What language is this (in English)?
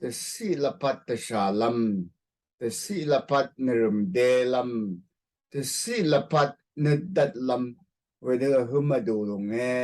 Rawang